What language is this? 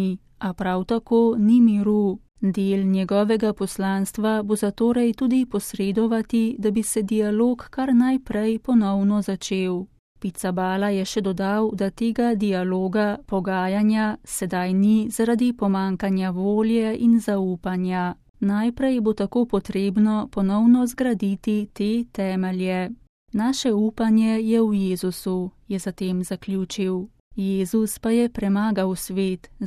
Slovenian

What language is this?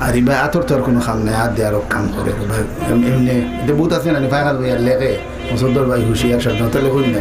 Sylheti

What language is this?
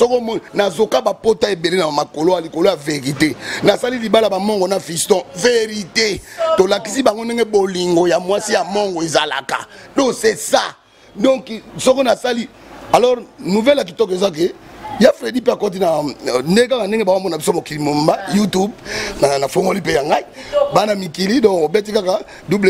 Lingala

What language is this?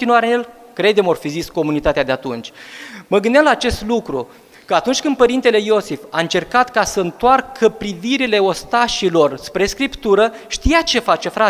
Romanian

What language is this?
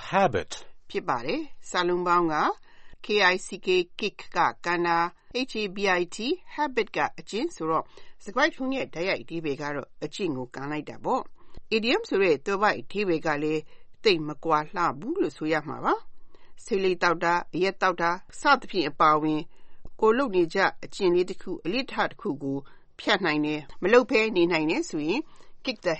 Burmese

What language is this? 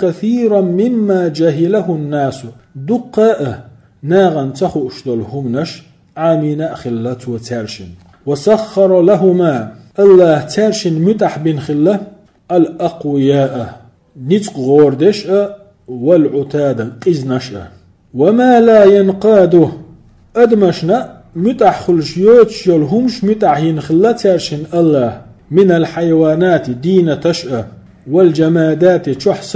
Chechen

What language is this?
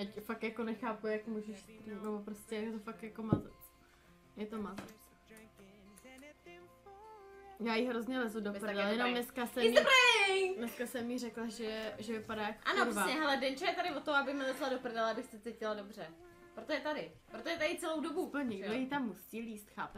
Czech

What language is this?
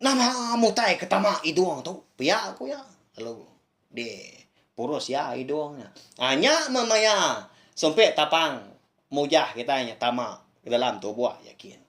Iban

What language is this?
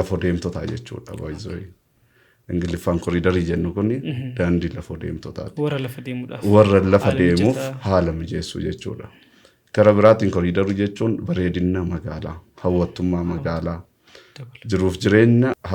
Oromo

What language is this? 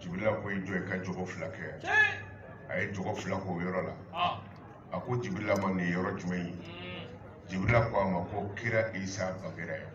Bambara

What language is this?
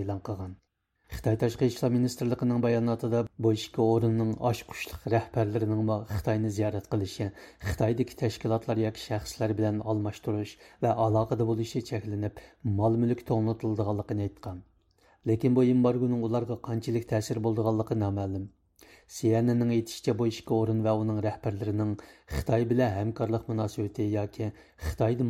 Uyghur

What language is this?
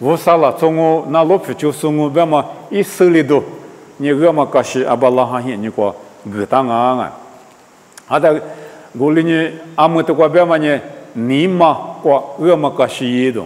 Lisu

